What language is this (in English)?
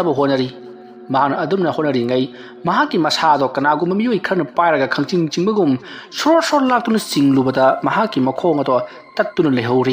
Manipuri